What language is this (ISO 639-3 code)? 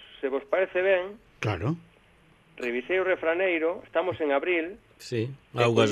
glg